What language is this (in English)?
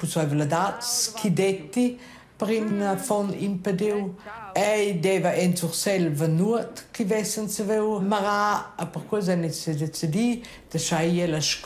Romansh